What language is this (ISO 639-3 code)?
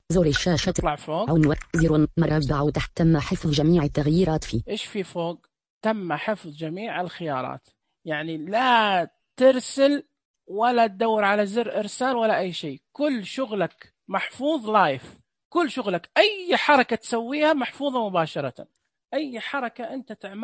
ars